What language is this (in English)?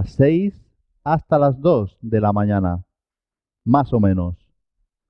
Spanish